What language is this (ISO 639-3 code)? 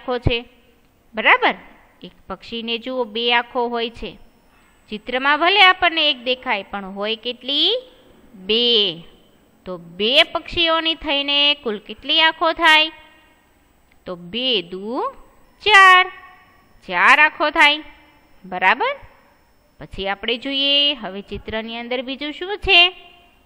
guj